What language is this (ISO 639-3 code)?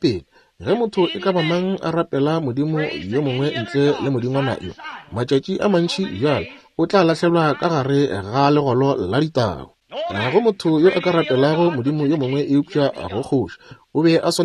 nso